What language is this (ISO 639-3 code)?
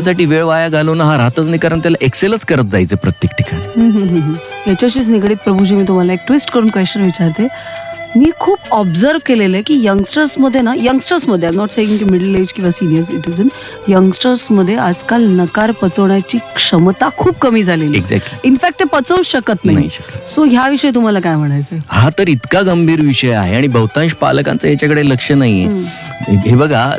mar